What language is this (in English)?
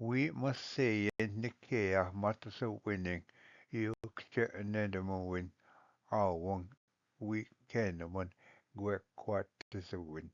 Ojibwa